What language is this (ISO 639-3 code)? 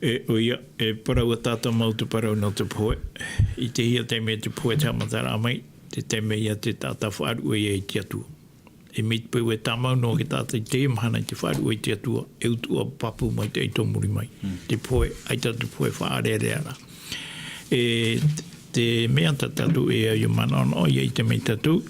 tah